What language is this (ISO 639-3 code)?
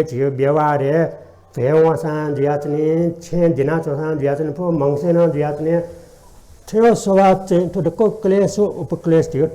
new